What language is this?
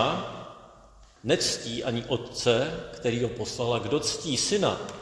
Czech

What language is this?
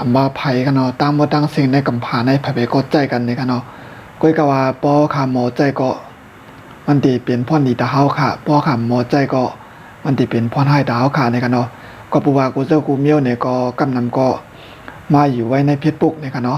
Shan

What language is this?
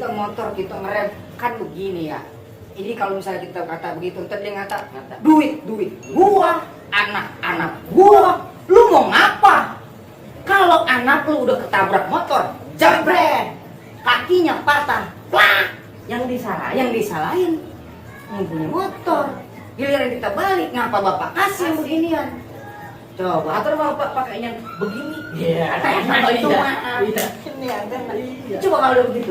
Betawi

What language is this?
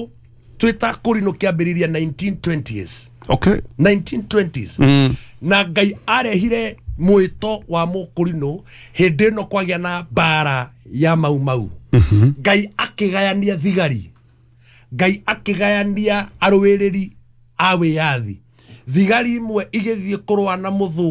Kikuyu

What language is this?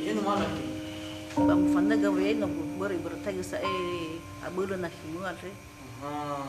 Nias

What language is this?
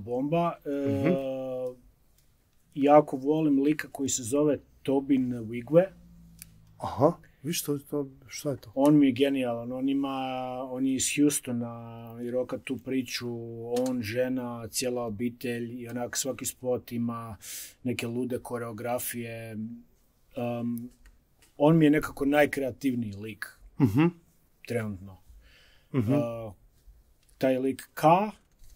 Croatian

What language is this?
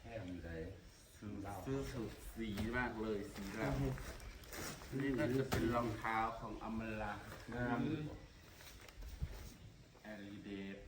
Northeastern Thai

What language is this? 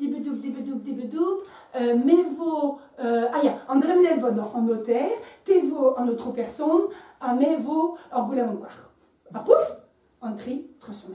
Breton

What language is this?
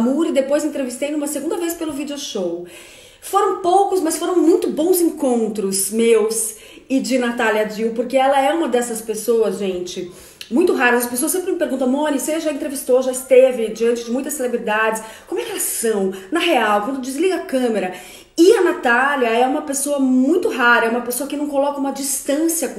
Portuguese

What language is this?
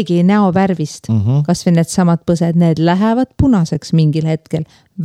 Estonian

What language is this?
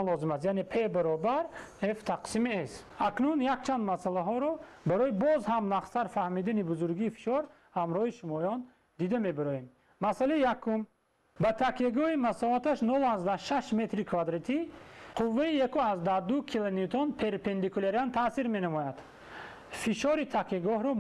Tajik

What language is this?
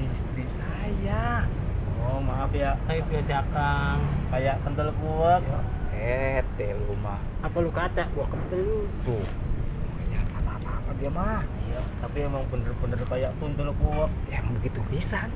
Betawi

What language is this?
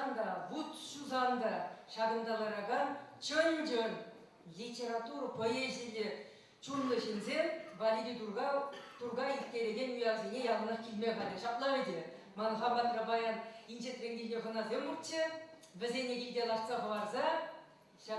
Chuvash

